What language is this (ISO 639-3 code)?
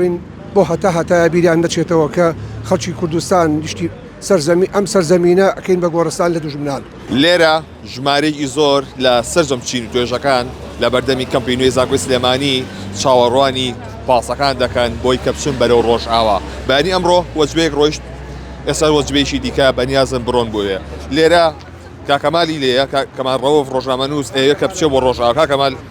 ckb